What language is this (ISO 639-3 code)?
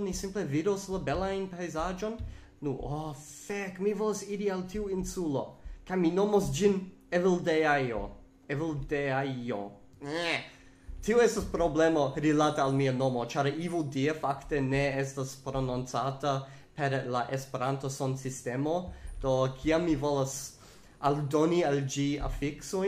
epo